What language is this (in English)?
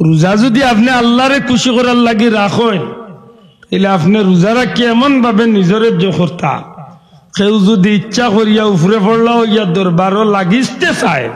Sylheti